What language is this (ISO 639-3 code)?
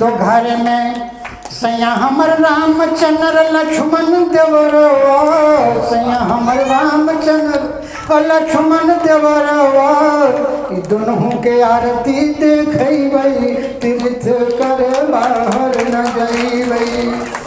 mag